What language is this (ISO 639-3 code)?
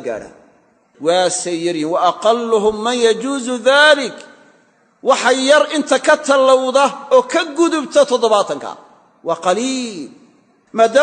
som